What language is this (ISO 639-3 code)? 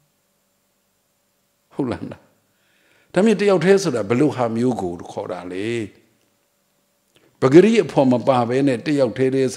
mya